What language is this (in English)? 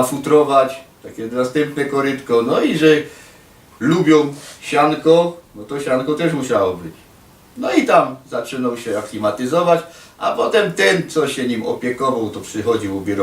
Silesian